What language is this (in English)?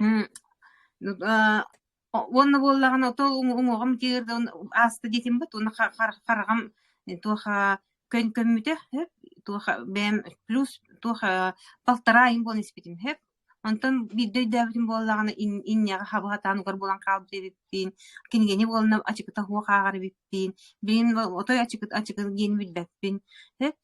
Yakut